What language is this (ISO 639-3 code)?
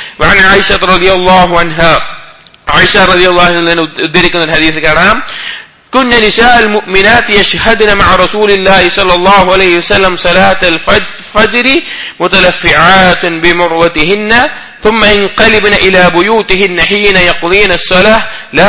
mal